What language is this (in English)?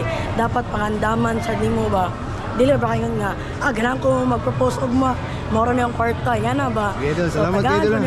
Cebuano